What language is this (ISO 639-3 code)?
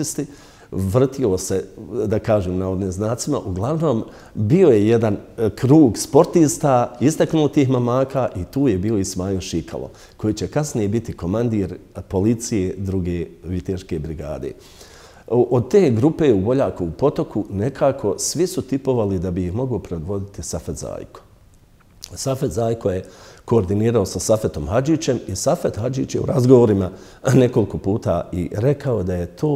bos